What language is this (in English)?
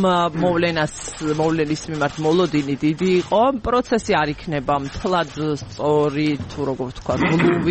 Georgian